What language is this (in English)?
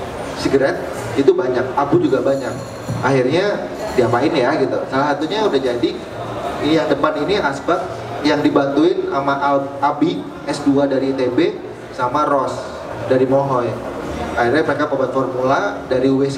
Indonesian